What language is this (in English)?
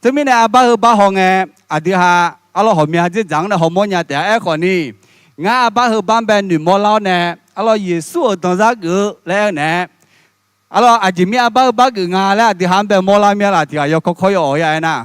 Akha